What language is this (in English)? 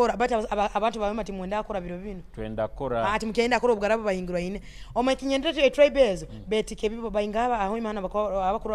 Nyoro